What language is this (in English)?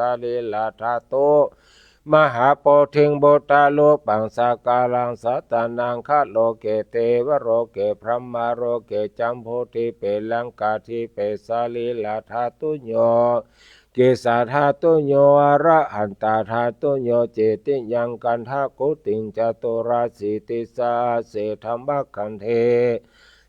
Pali